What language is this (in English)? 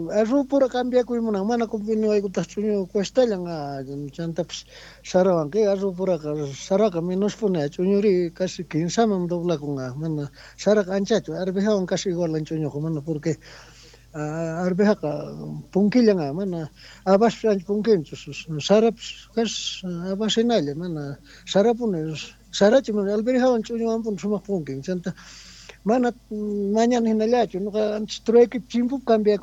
South Bolivian Quechua